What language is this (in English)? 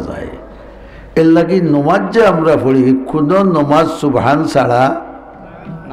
Sylheti